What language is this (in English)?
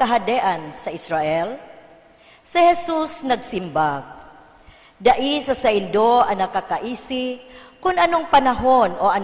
Bikol